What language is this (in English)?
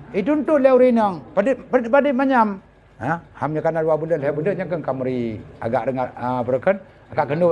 Achinese